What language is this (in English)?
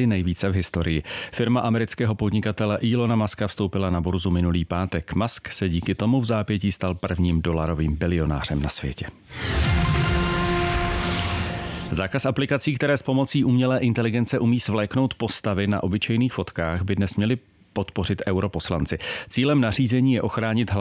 Czech